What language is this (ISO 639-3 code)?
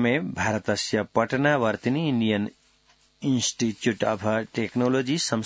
san